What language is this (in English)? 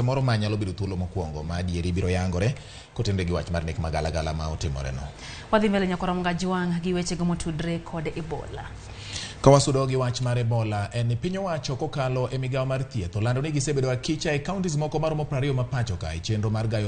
Luo (Kenya and Tanzania)